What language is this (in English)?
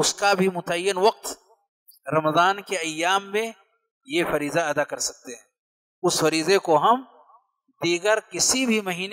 Urdu